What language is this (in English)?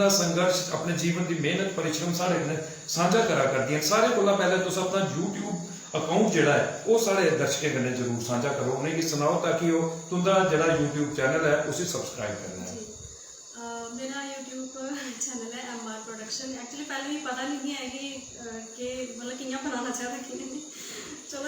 Dogri